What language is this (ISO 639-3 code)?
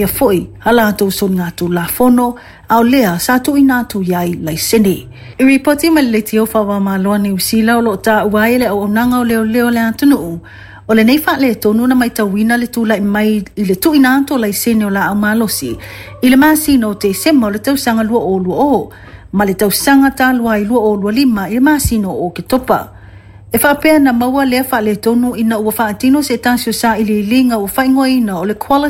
smo